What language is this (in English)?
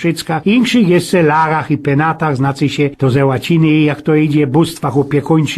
Silesian